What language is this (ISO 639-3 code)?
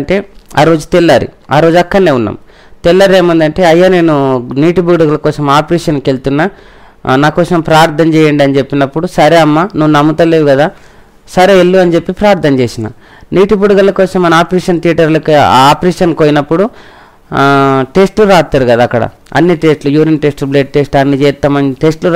tel